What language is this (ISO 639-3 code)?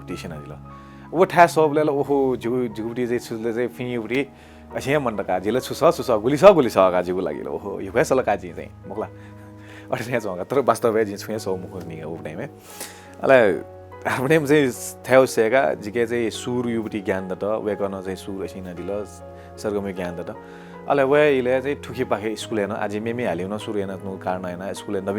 new